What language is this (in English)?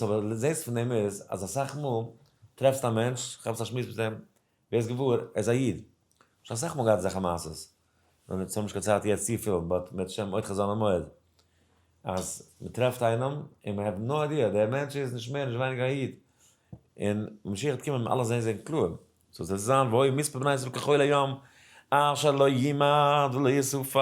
Yiddish